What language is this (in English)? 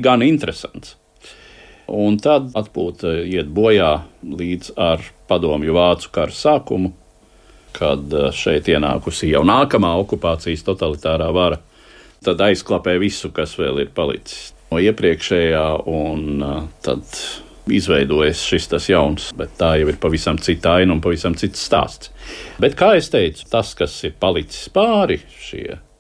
Latvian